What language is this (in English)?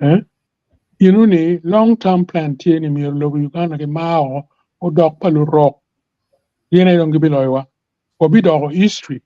Acoli